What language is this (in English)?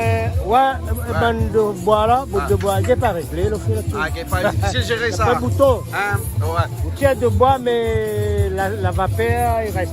Réunion Creole French